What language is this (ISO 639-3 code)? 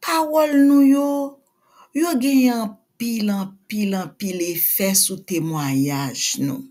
hat